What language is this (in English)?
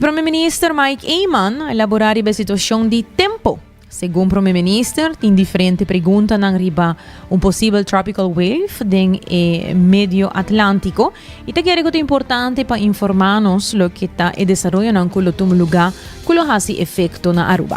Papiamento